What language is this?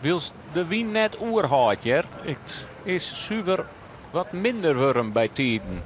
Western Frisian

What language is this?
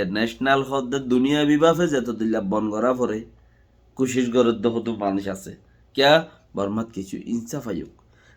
Rohingya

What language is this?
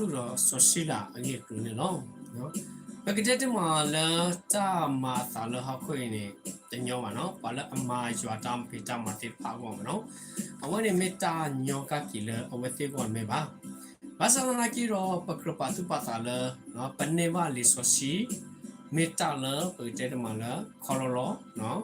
S'gaw Karen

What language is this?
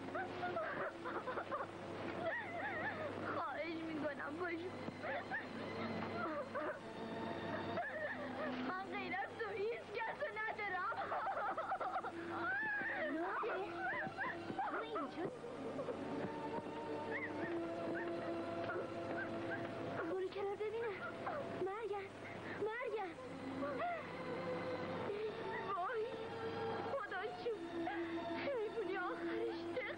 Persian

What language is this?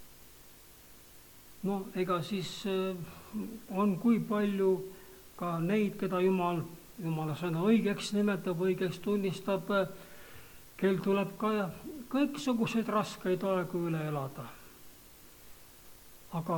Estonian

